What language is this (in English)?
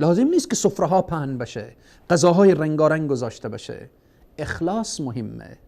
Persian